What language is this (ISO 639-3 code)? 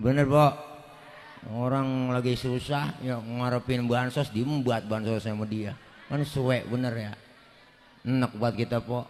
bew